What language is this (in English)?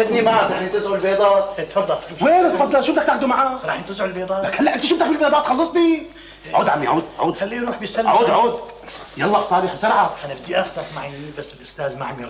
North Levantine Arabic